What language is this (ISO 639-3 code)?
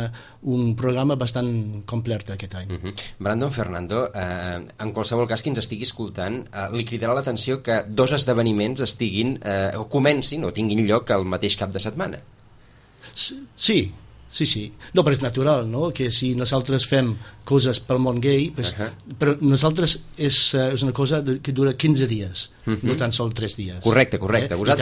cat